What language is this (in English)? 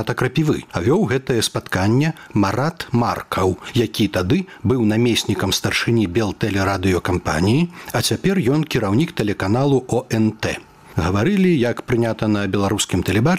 Belarusian